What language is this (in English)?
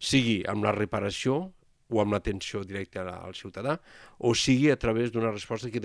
Catalan